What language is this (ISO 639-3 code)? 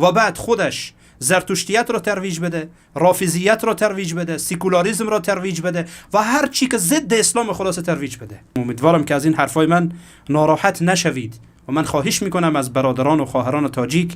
fas